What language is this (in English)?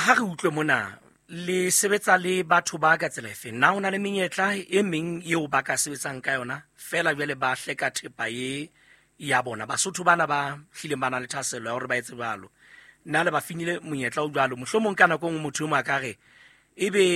Southern Sotho